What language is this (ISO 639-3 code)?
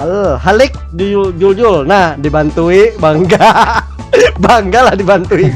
bjn